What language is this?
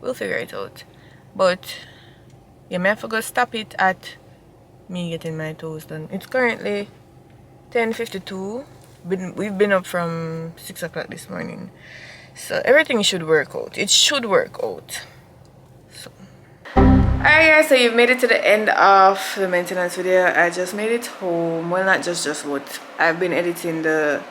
Jamaican Creole English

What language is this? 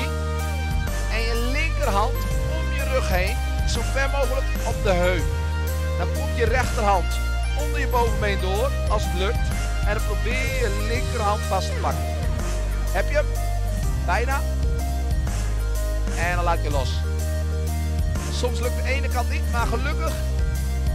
Dutch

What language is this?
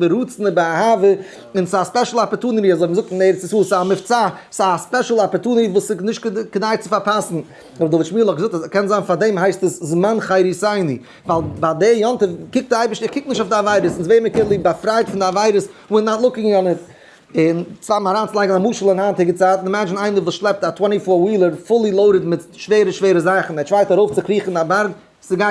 Yiddish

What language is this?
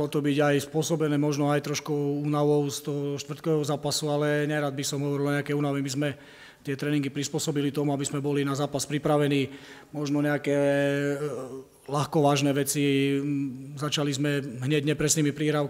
Slovak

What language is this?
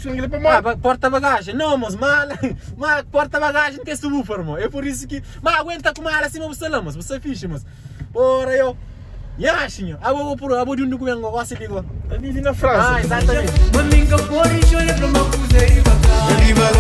Kabuverdianu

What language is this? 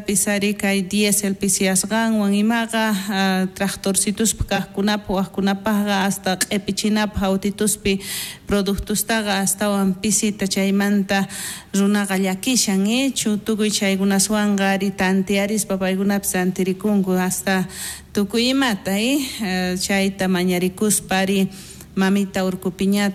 South Bolivian Quechua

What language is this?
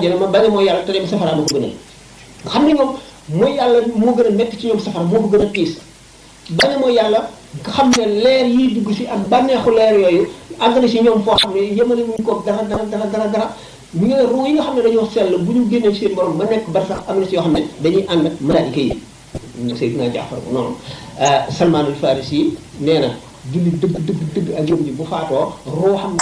Wolof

